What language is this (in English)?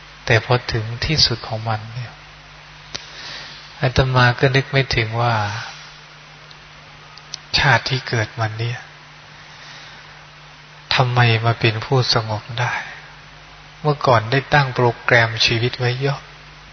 Thai